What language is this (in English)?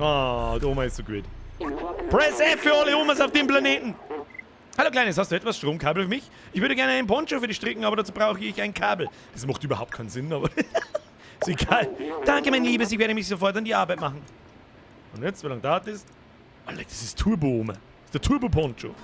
Bavarian